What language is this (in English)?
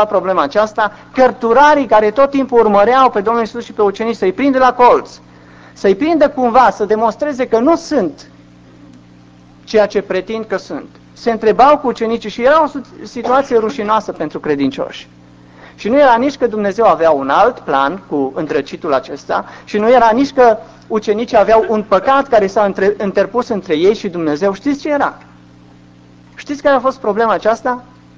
Romanian